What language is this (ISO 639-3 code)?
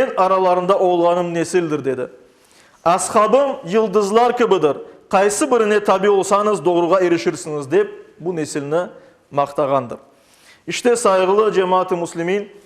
crh